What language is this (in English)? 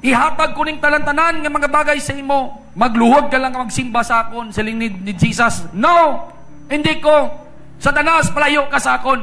Hiligaynon